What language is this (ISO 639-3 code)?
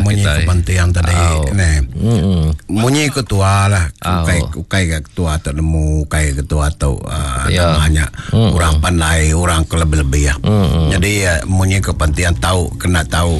iba